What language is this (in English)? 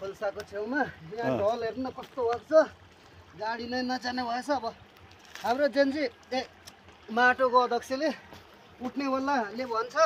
Nepali